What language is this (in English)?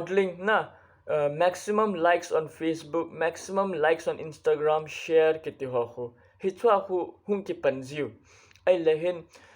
Thado Chin